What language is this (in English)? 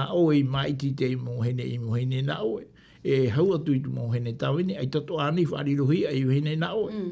Tahitian